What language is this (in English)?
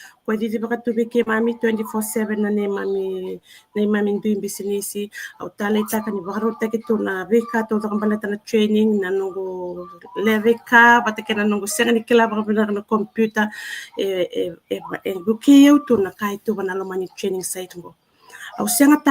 Fijian